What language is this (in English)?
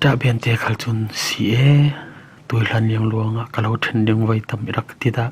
Falam Chin